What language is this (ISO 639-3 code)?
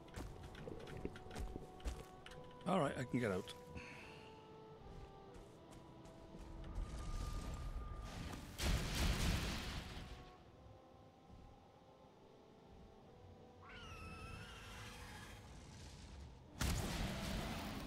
eng